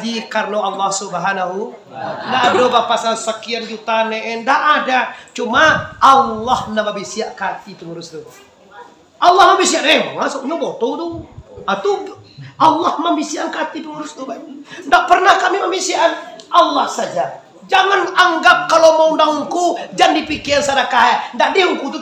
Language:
Minangkabau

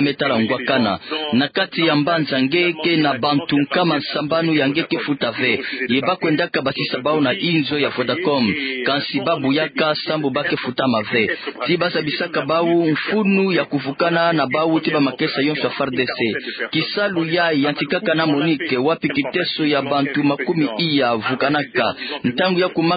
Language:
Kituba (Democratic Republic of Congo)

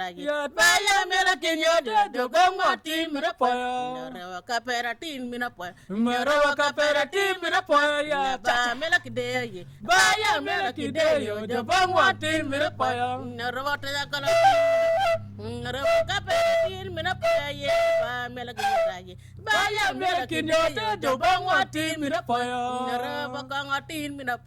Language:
Acoli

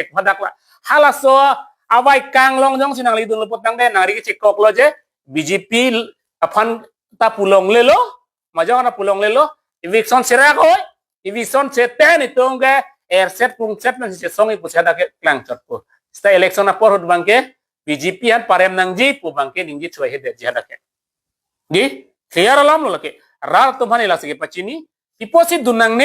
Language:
Karbi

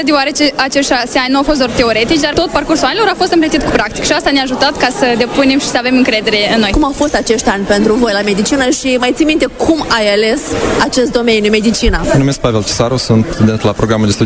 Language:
Romanian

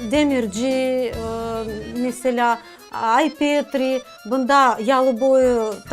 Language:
Crimean Tatar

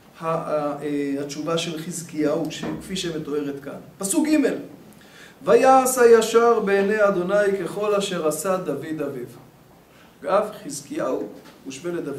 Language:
Hebrew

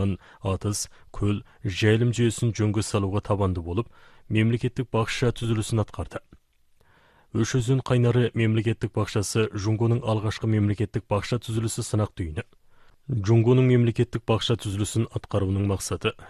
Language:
Kazakh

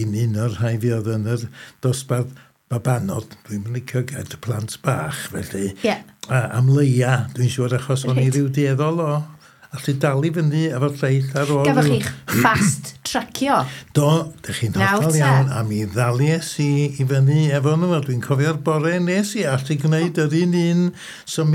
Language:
Welsh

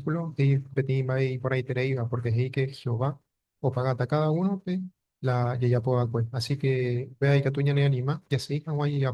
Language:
Guarani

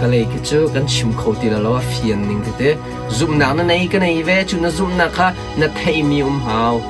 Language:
Hakha Chin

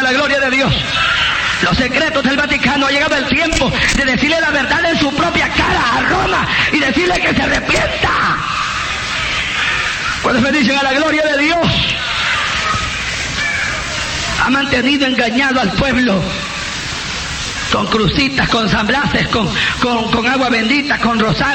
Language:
Spanish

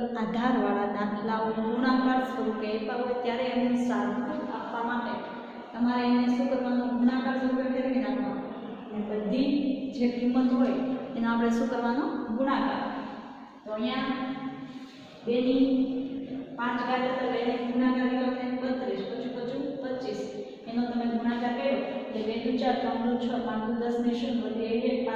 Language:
Gujarati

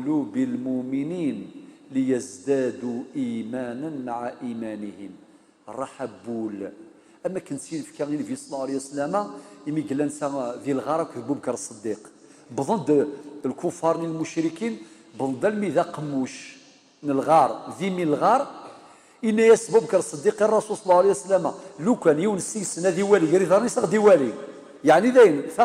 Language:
Kabyle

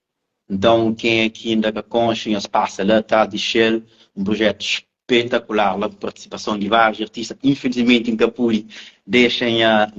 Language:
Kabuverdianu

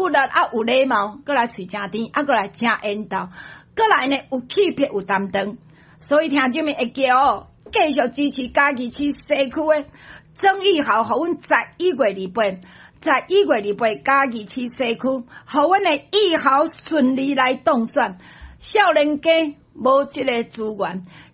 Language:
Min Nan Chinese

